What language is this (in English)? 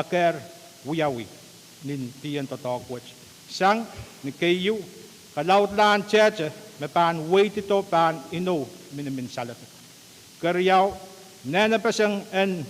Pohnpeian